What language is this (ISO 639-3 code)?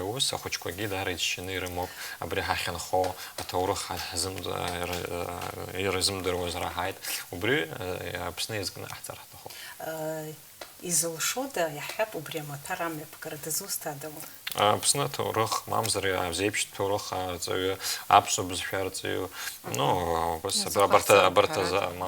abk